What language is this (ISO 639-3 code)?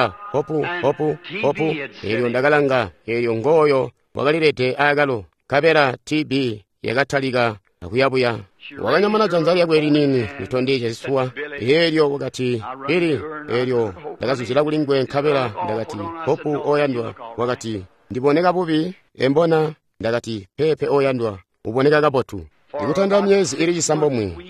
toi